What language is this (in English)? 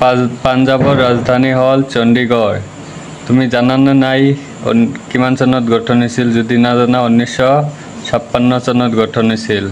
Assamese